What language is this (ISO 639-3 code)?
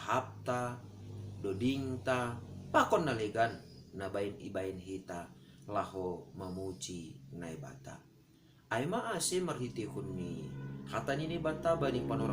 bts